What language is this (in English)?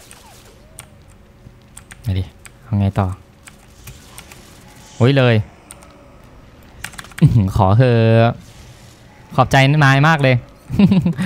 Thai